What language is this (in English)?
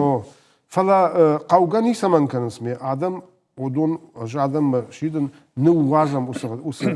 Ossetic